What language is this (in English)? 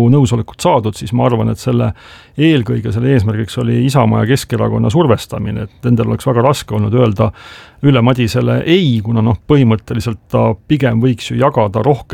Estonian